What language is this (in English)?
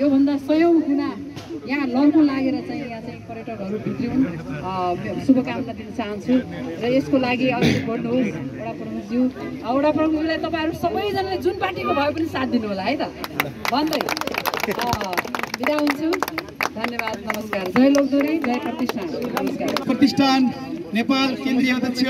Nepali